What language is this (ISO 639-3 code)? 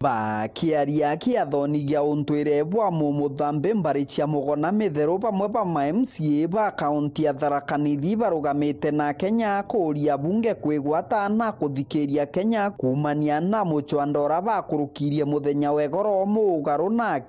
mer